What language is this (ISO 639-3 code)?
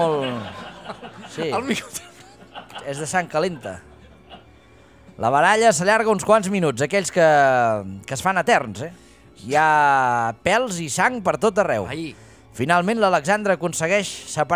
cat